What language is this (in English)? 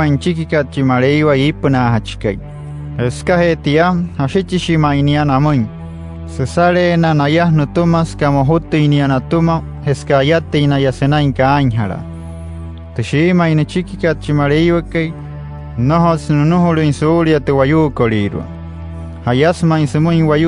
Wayuu